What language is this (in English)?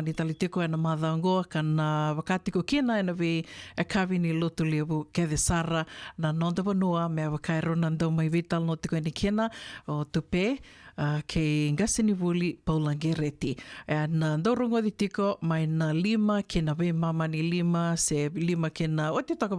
Fijian